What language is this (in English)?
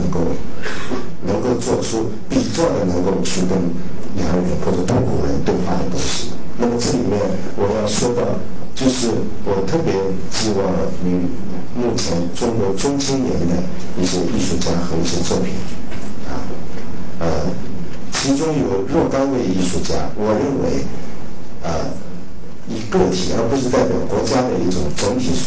Chinese